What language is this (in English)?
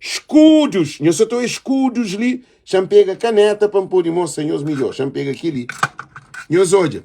Kabuverdianu